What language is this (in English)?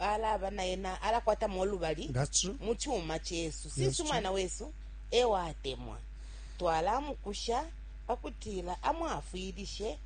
Bemba